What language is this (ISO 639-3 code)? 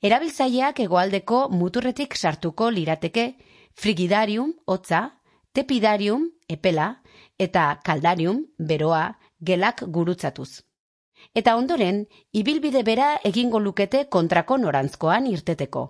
eus